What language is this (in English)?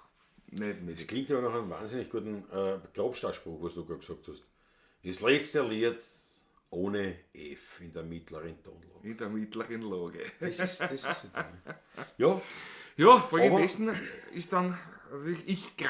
Bavarian